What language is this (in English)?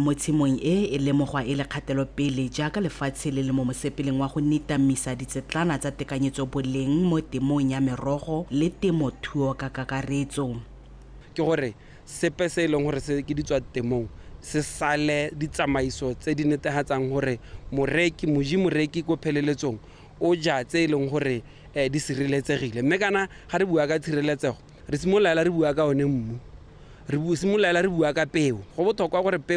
Tswana